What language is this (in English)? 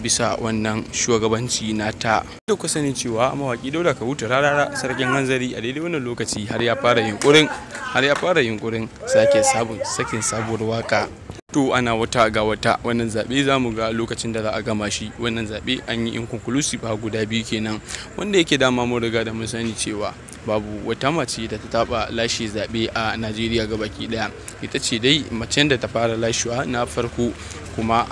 Hausa